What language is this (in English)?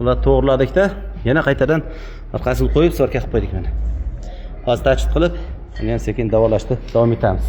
Uzbek